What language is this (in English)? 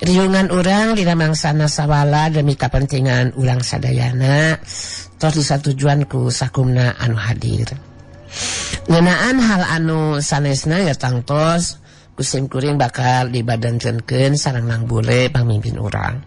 Sundanese